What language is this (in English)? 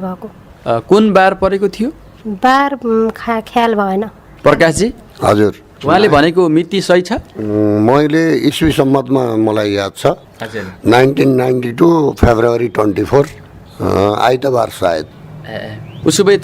Nepali